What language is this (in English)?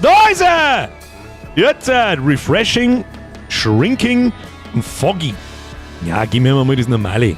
Bavarian